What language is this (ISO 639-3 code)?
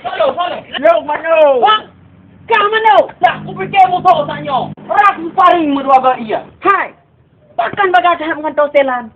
ace